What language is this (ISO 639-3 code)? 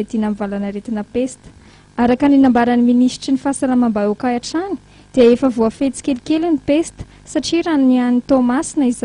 mlg